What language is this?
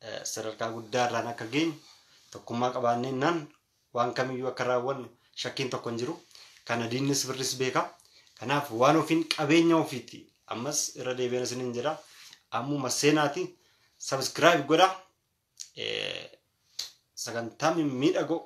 Oromo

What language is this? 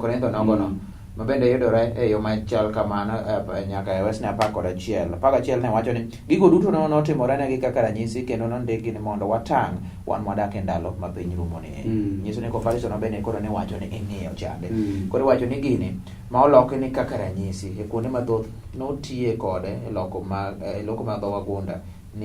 Luo (Kenya and Tanzania)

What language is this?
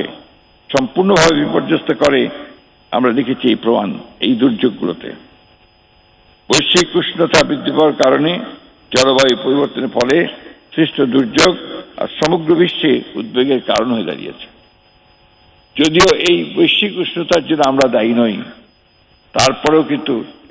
Bangla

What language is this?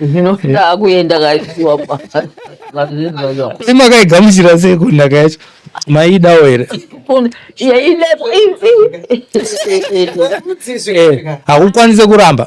Shona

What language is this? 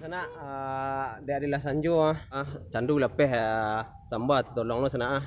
Minangkabau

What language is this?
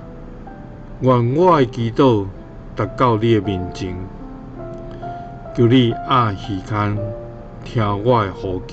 Min Nan Chinese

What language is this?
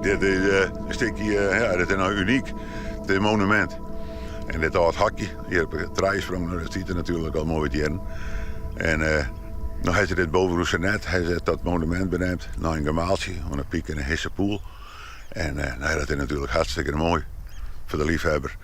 Western Frisian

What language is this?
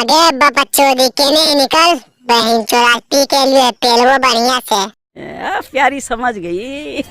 Magahi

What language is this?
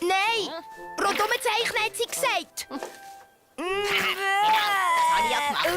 Swiss German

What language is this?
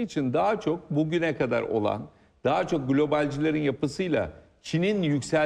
Turkish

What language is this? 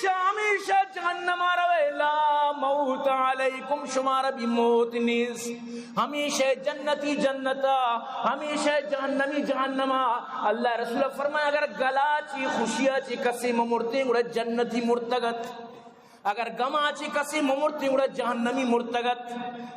Eastern Balochi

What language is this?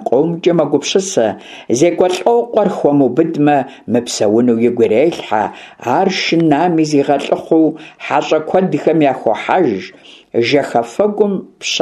Kabardian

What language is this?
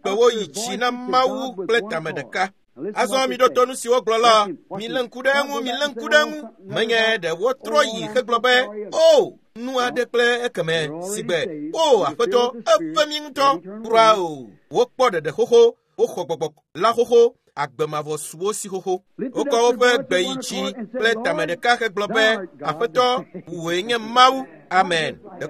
Ewe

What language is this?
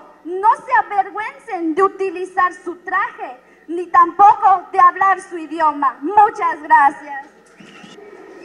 Spanish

